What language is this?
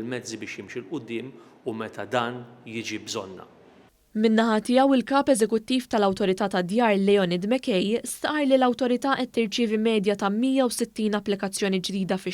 Maltese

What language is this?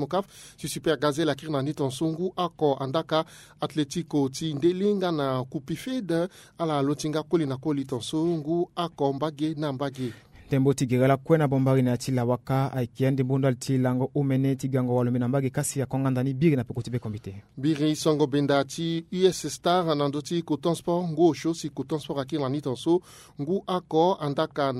Sango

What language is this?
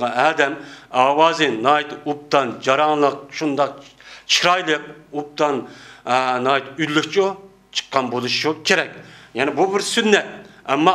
Uyghur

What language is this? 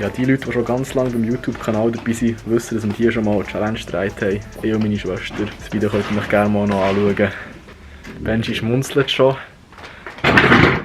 Swiss German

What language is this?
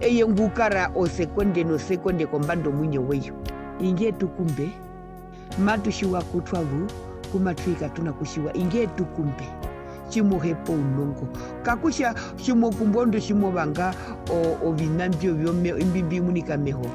Herero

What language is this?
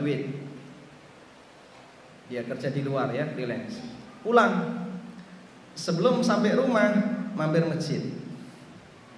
Indonesian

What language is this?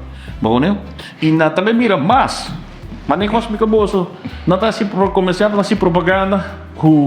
Papiamento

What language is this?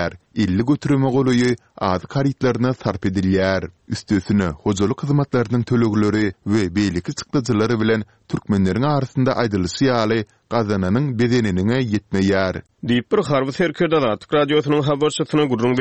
Turkmen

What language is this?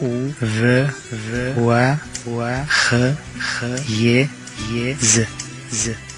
Kurdish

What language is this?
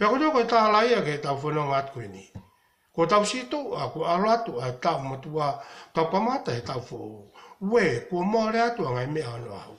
Tongan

